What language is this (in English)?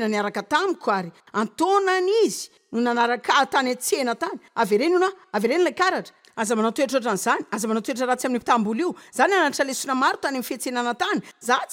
Malagasy